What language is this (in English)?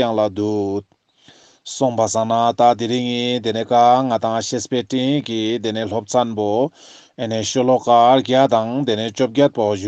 Ladakhi